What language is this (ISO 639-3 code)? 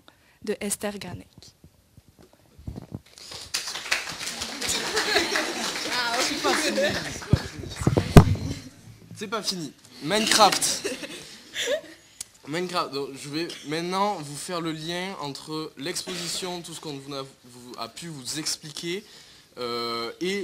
fra